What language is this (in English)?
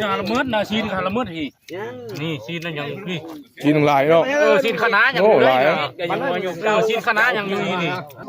Northeastern Thai